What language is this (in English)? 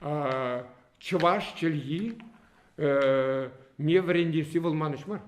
Chuvash